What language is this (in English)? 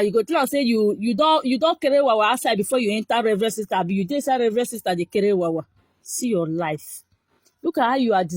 Nigerian Pidgin